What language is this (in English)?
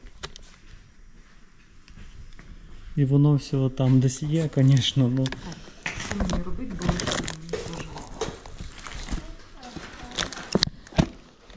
Ukrainian